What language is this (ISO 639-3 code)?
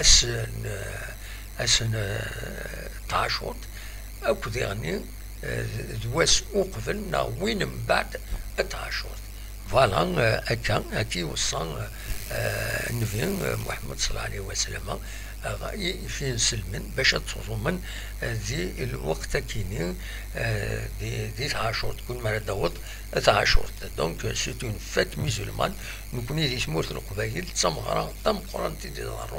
kab